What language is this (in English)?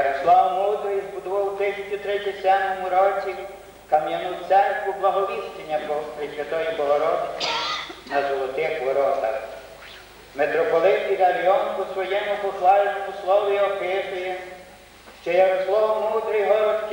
Ukrainian